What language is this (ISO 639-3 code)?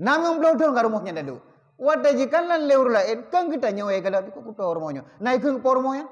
ace